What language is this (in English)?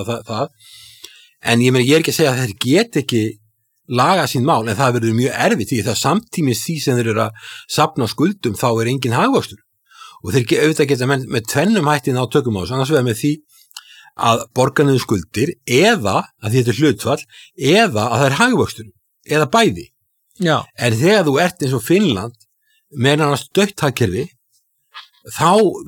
Icelandic